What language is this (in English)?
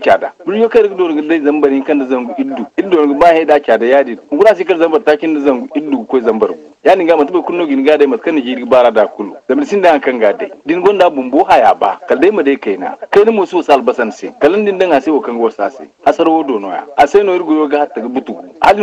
Zarma